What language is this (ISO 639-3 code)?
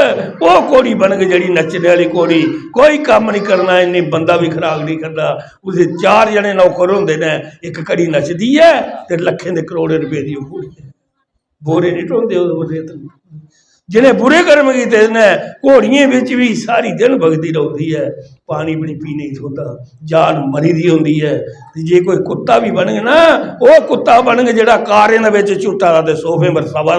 doi